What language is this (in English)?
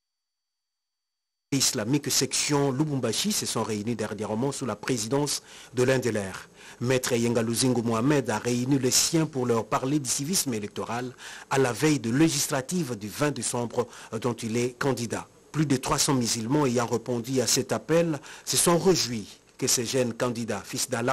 French